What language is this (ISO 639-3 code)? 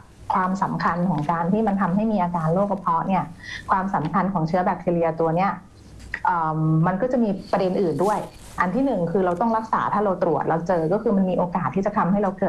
tha